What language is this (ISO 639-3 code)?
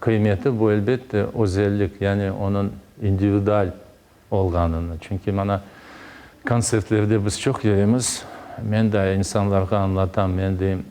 crh